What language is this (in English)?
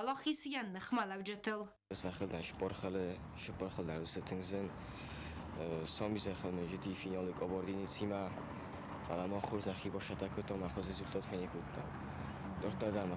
Ossetic